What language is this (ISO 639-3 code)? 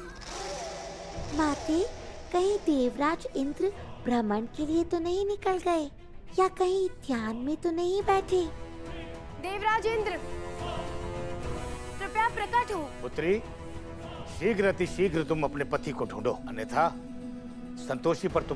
hin